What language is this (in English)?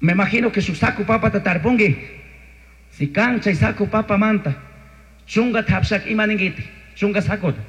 Chimborazo Highland Quichua